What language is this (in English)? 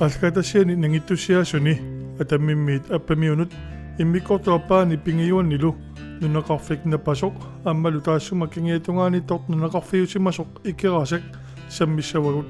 Kalaallisut